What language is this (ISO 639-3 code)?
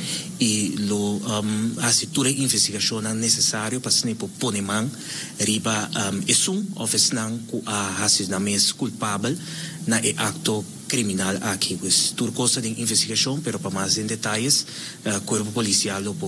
pap